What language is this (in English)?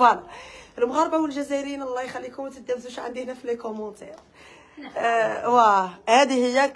Algerian Arabic